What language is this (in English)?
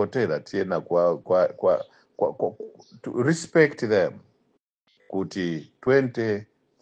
Nyanja